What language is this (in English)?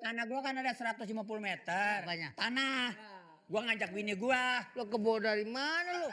Betawi